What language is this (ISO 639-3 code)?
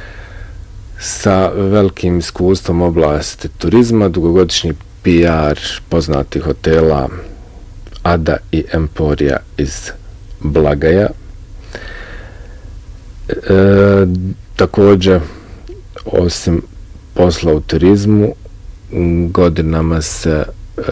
bos